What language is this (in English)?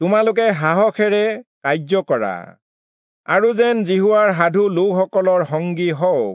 Assamese